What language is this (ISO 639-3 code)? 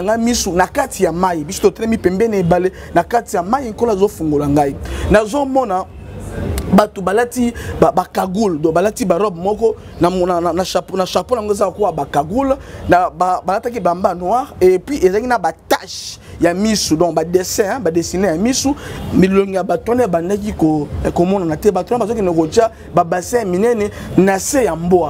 lin